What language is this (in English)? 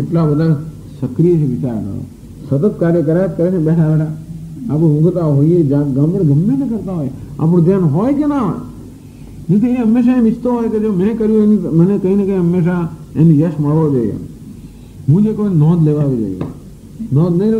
Gujarati